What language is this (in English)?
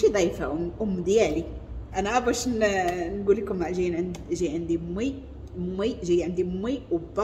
Moroccan Arabic